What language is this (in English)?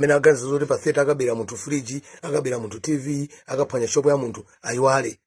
Nyanja